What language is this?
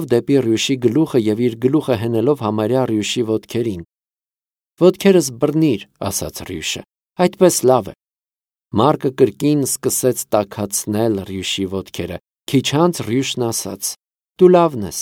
Armenian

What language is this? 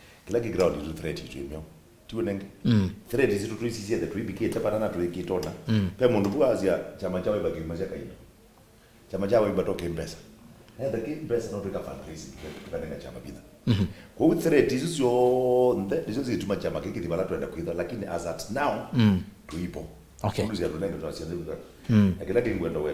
Kamba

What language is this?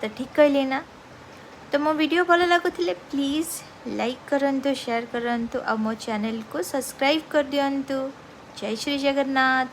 Odia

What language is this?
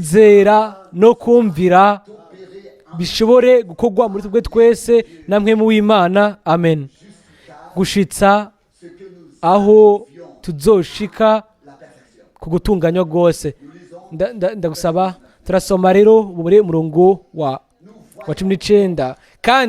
Rundi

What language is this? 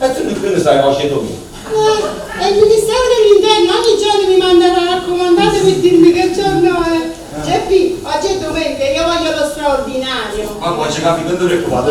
Neapolitan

